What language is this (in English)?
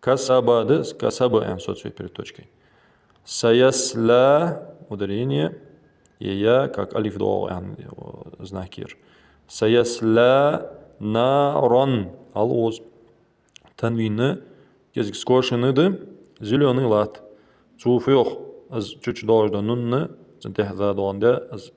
Ingush